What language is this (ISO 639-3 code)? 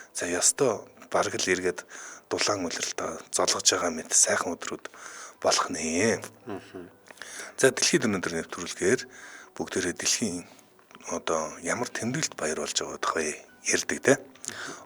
mon